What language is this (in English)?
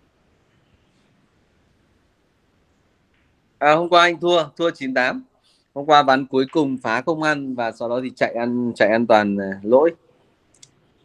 Vietnamese